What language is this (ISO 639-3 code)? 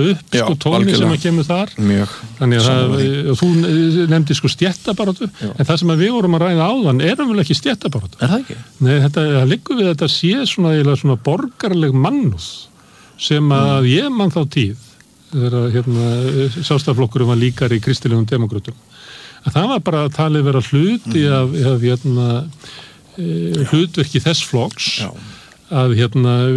isl